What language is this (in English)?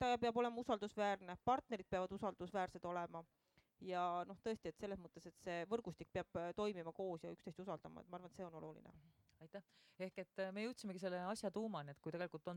Estonian